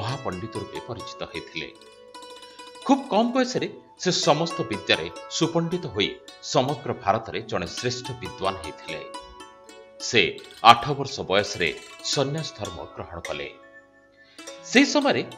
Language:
Odia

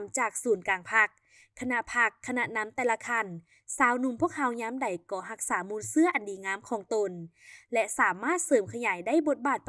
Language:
Lao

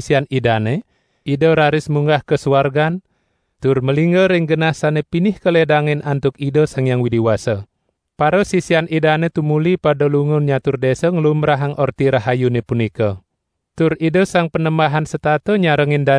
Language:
Balinese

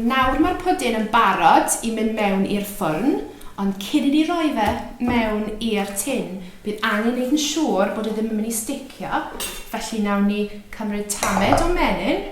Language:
Welsh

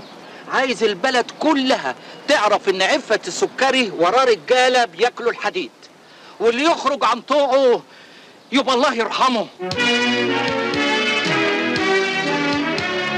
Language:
Egyptian Arabic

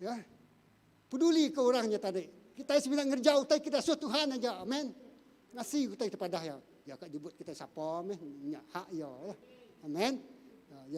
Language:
Iban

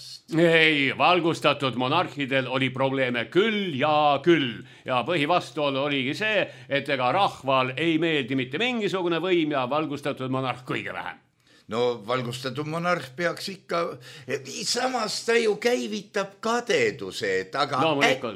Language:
Estonian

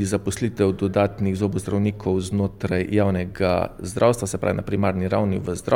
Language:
Slovenian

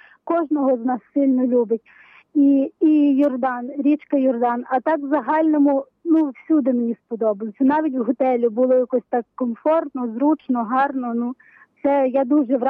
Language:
Ukrainian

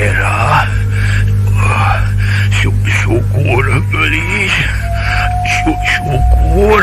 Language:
Sundanese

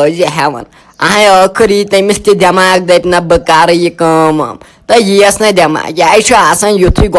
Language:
Kashmiri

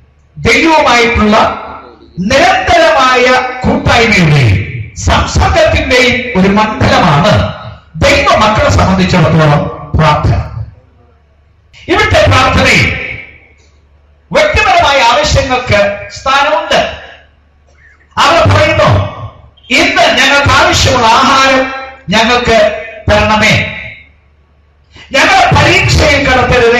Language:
Malayalam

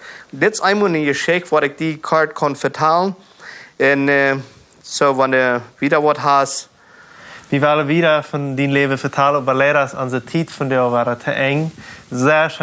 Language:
Plautdietsch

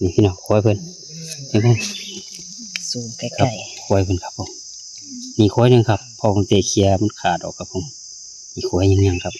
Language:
Northeastern Thai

